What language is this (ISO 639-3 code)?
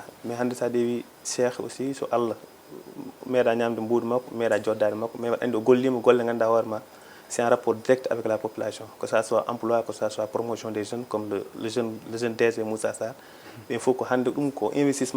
ful